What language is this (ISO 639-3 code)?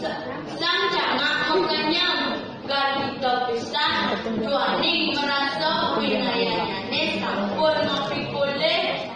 ban